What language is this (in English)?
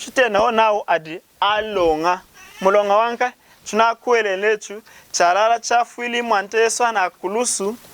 Lunda